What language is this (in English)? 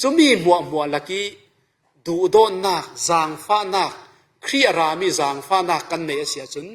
Falam Chin